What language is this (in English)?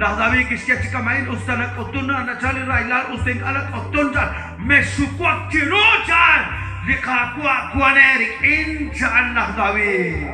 Kekchí